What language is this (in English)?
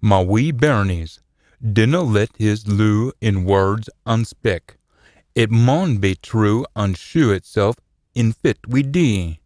Scots